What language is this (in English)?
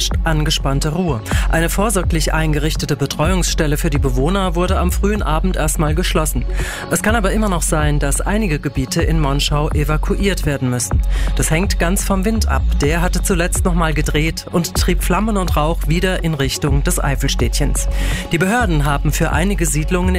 German